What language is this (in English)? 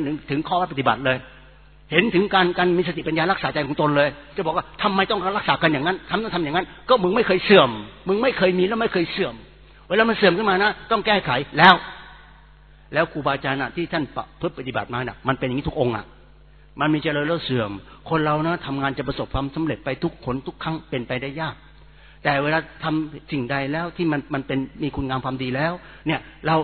Thai